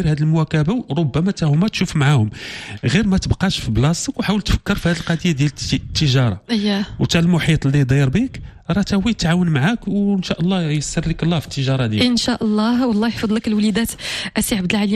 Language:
Moroccan Arabic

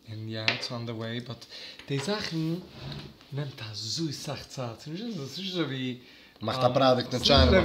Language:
Yiddish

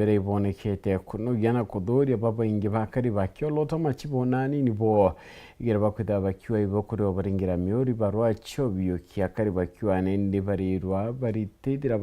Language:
Meru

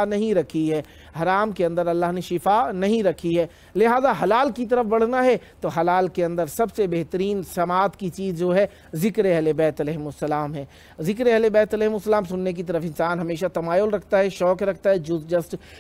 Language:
Urdu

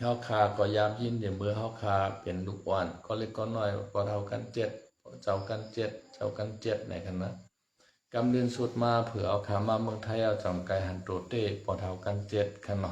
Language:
Shan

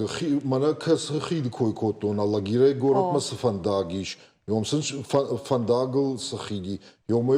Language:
Ossetic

